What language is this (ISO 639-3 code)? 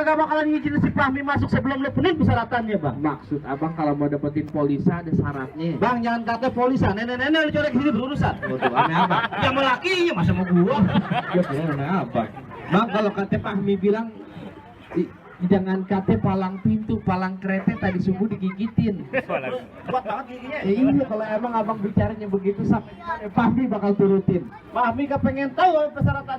bew